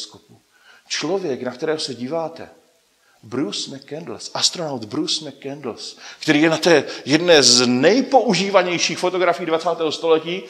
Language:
Czech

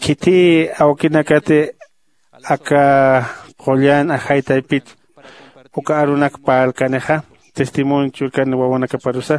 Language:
Aymara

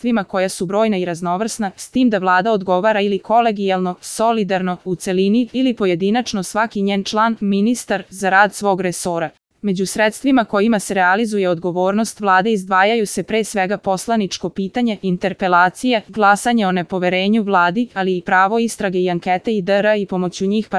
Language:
Serbian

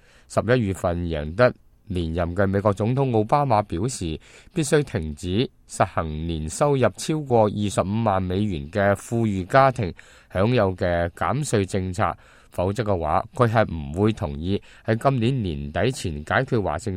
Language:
Cantonese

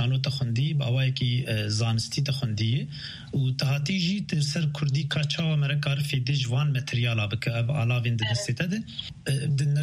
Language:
Kurdish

